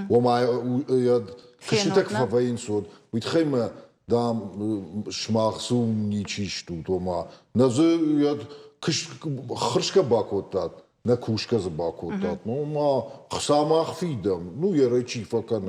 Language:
Ossetic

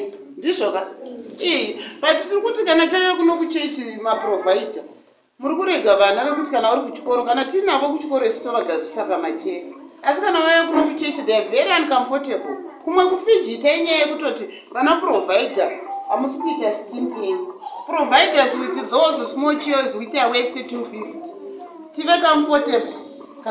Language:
Shona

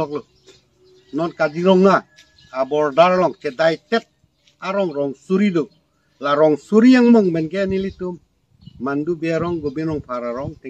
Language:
Karbi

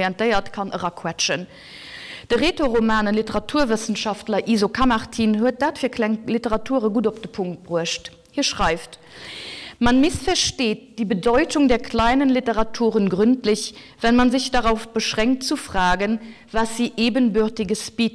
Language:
Luxembourgish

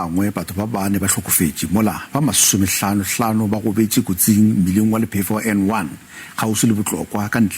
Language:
Northern Sotho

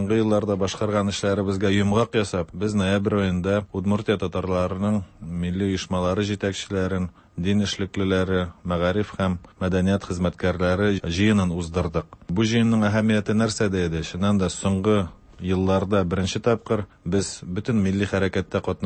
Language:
Tatar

